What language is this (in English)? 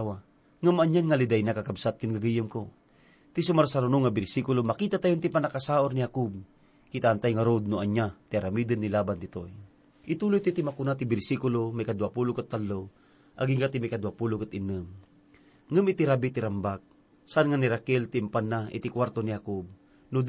Iloko